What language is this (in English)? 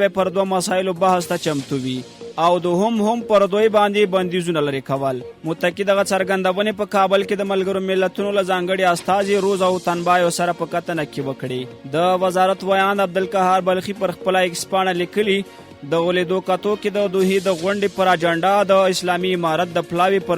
Pashto